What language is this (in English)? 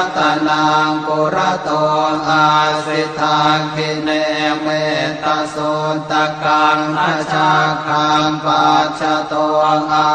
Pali